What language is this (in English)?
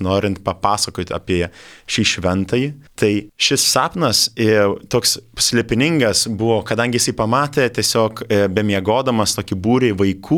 Lithuanian